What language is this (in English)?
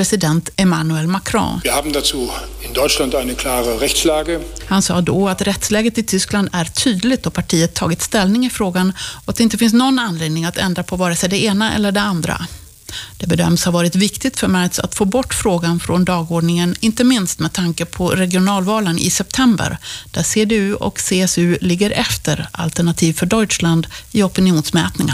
Swedish